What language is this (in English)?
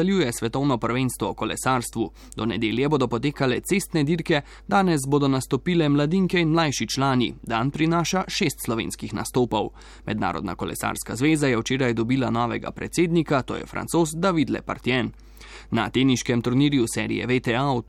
Slovenian